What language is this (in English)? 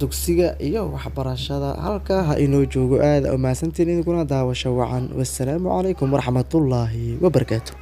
Somali